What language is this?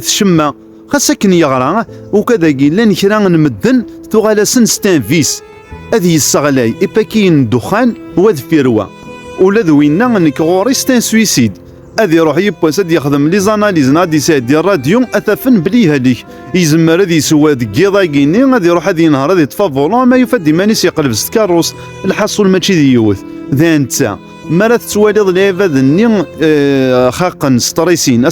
Kabyle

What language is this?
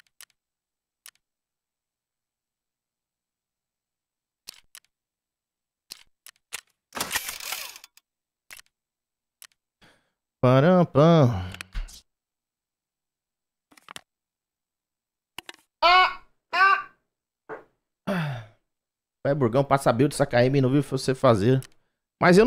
Portuguese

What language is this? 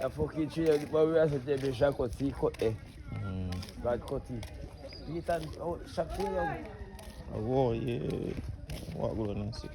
Jamaican Creole English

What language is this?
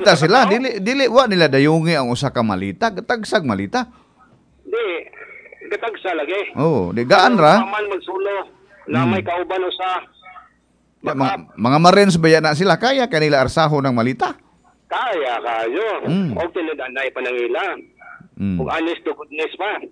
Cebuano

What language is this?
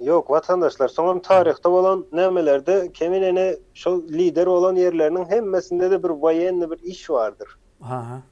Turkmen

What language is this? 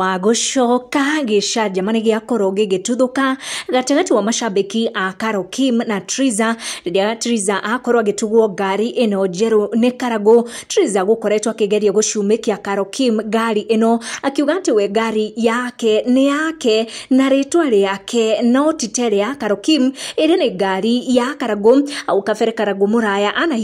Kikuyu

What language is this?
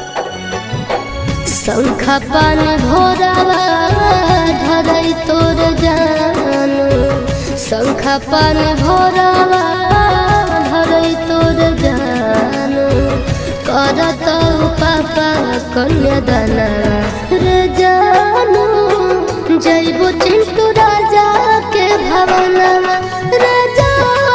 Bhojpuri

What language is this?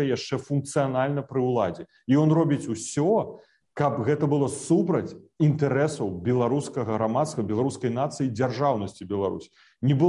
Belarusian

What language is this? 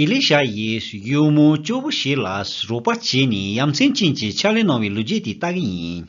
Tibetan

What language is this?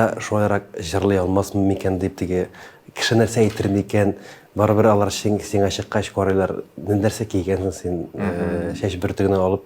Tatar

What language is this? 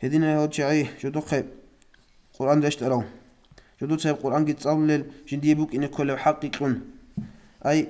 Avaric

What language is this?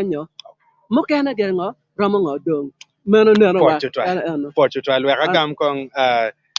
Acoli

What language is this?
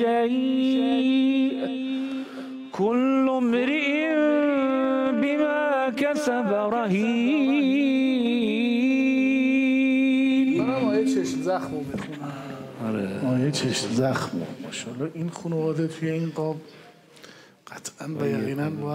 Persian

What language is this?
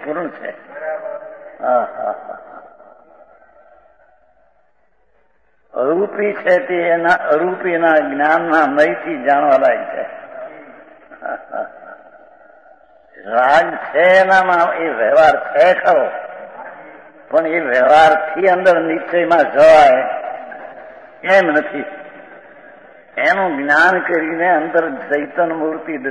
Gujarati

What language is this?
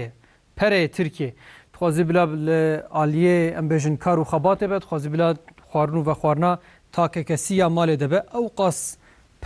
Kurdish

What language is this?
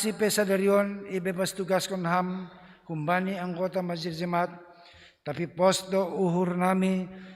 Batak Simalungun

